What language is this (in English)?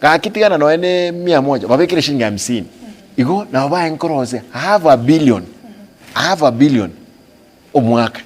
Gusii